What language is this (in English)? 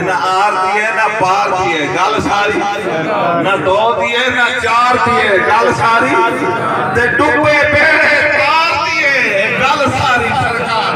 Saraiki